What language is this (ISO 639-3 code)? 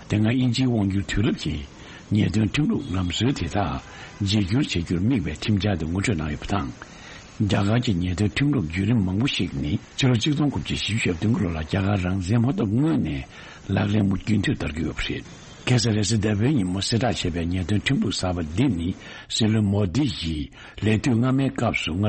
bod